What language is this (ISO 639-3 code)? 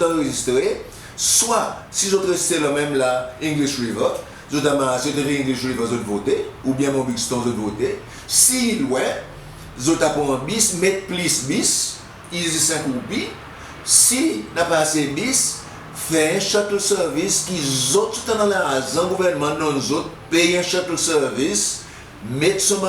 crs